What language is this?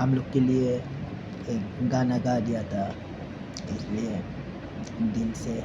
Adi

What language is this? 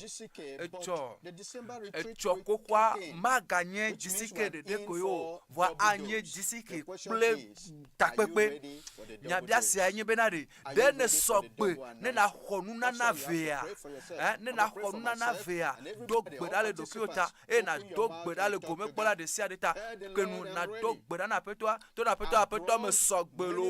Ewe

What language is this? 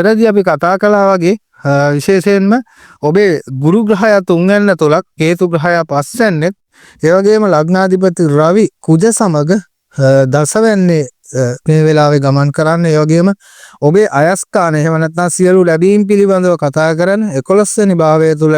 Sinhala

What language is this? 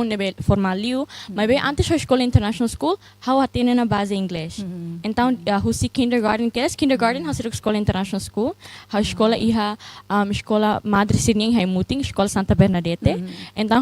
Tetum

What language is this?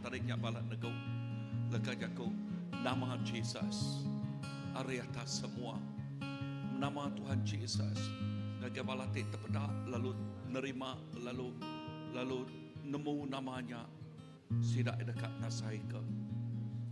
Iban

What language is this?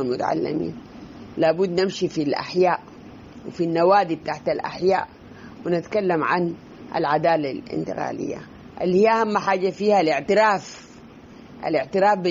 Sudanese Arabic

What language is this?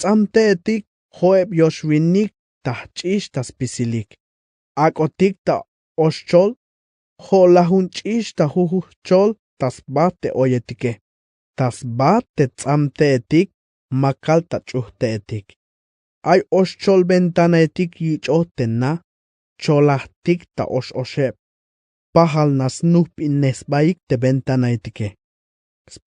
Tzeltal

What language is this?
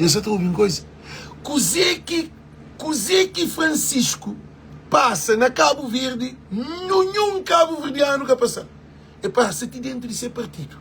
Kabuverdianu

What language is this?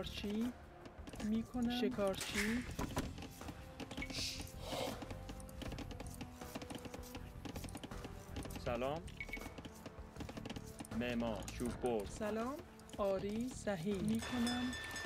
Persian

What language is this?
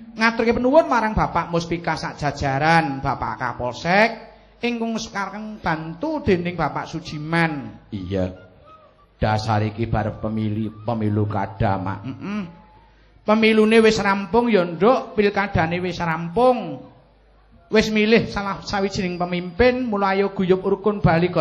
Javanese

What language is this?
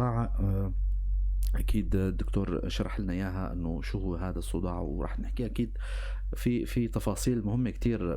North Levantine Arabic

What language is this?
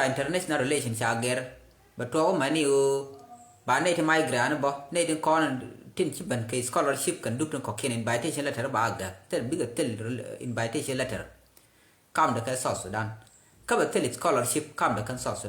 Nuer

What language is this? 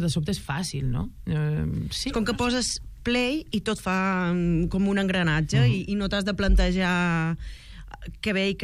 Catalan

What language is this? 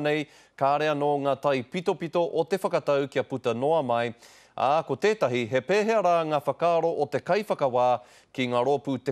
Māori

